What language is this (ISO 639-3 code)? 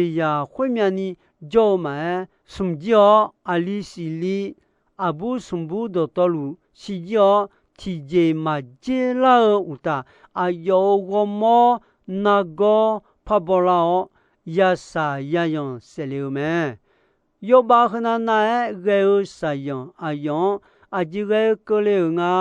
ahk